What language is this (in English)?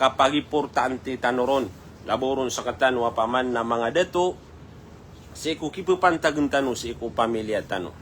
Maranao